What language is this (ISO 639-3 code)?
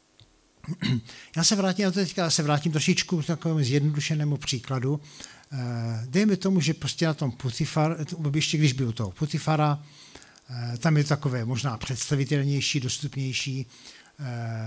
ces